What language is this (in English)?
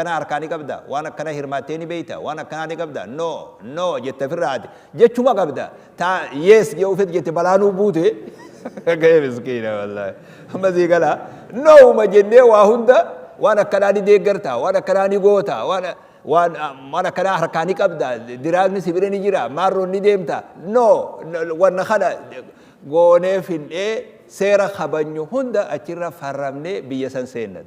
Oromo